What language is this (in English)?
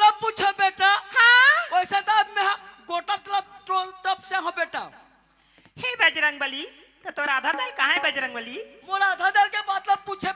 Chhattisgarhi